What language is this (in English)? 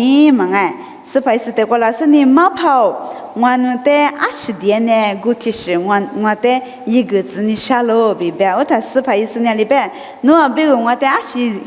Lisu